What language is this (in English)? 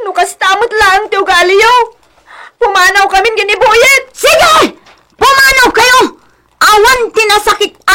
Iloko